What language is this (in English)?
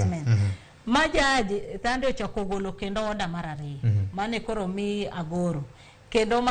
Luo (Kenya and Tanzania)